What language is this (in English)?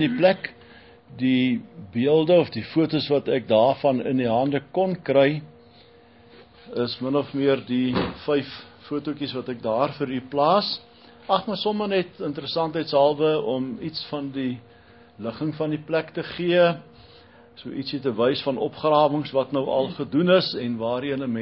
Afrikaans